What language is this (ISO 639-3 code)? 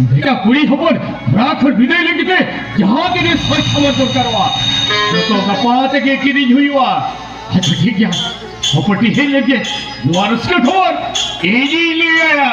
sat